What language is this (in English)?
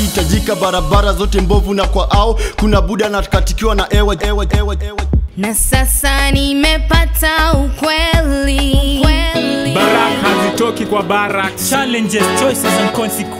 Swahili